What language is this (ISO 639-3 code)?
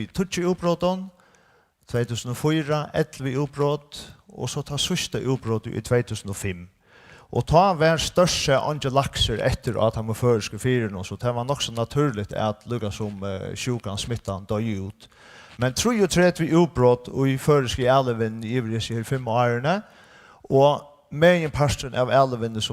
fao